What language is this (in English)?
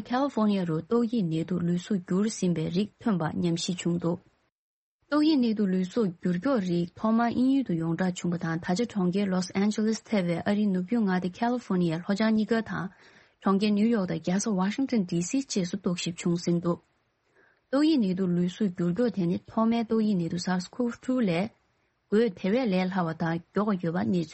Tibetan